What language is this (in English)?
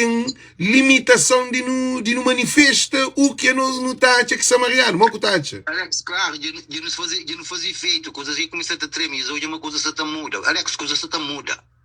Kabuverdianu